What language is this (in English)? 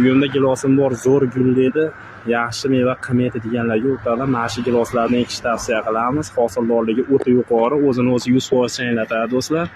Uzbek